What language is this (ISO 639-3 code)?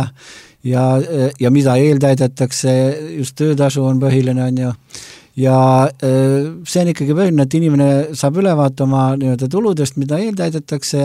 est